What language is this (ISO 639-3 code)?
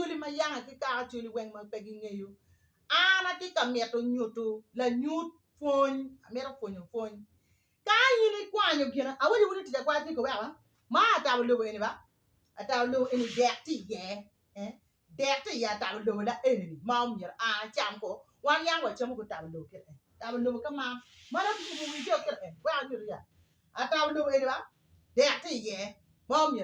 ach